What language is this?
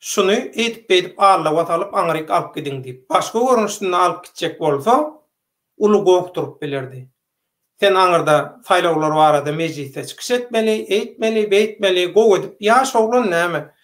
Turkmen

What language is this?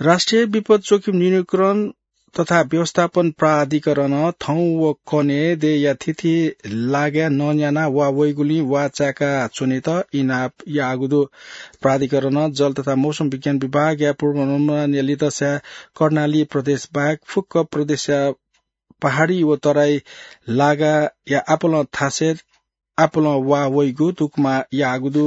Newari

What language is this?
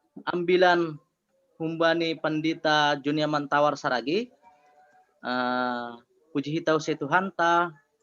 Batak Simalungun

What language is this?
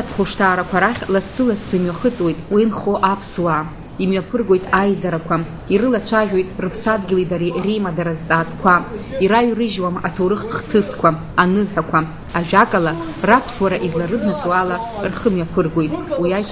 Abkhazian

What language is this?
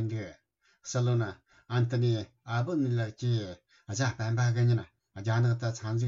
Tibetan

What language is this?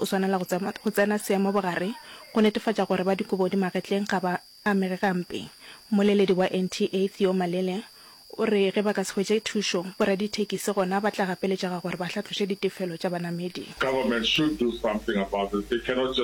Northern Sotho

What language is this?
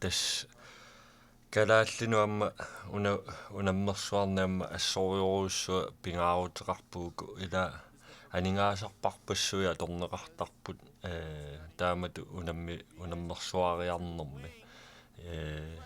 Kalaallisut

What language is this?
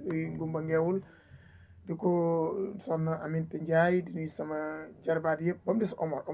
Wolof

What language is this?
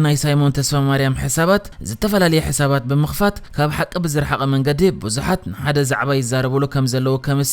Tigrinya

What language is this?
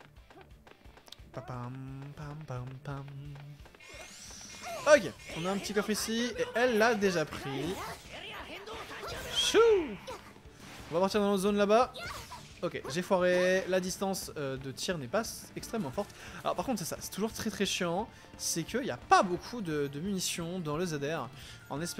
French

